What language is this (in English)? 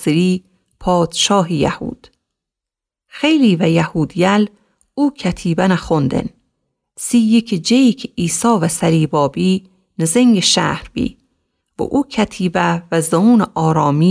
Gilaki